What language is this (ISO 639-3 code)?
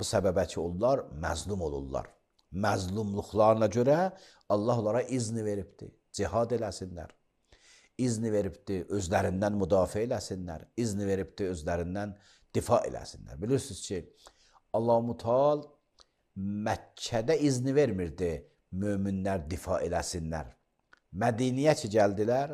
aze